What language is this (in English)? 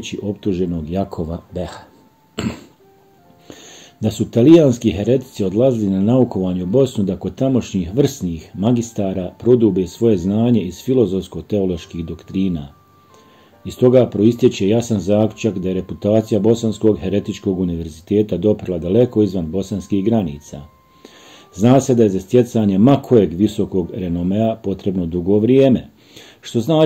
Bosnian